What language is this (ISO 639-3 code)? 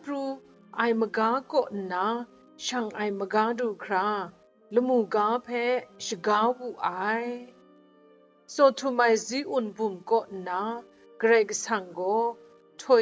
kac